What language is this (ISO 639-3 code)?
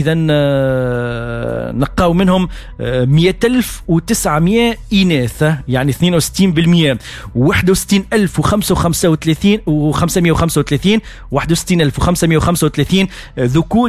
aeb